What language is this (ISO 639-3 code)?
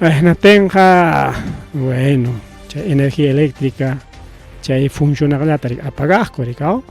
quy